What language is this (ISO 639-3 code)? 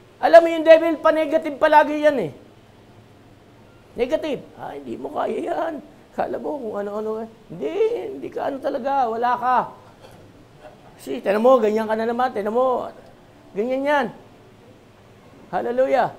fil